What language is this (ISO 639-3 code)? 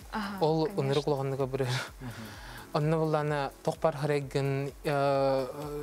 sah